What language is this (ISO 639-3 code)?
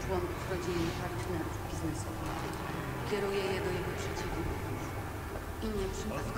pol